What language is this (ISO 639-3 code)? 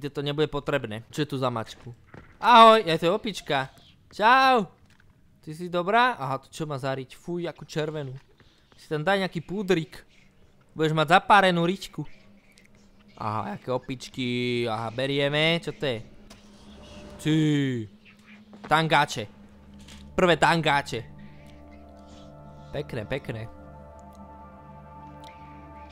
slk